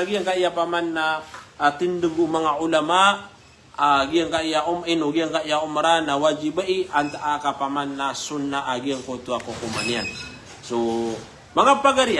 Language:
Maranao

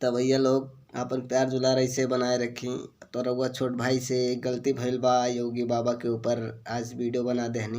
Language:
Bhojpuri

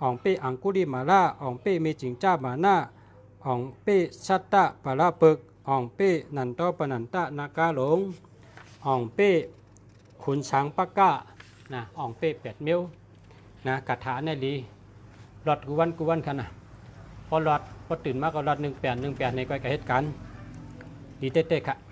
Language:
Shan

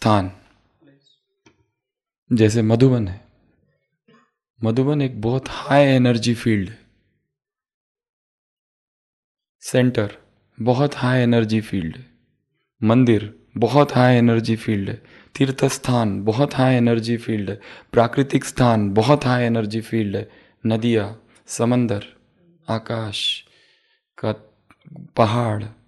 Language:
Hindi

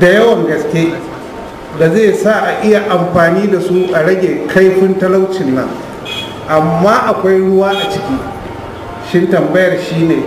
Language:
Hausa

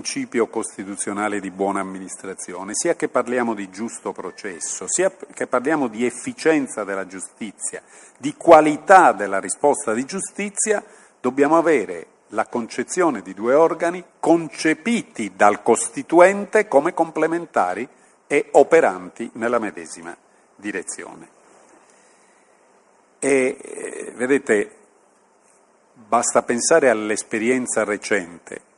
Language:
Italian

